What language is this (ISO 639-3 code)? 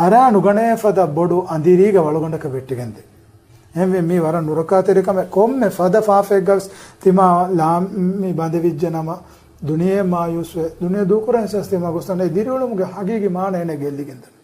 div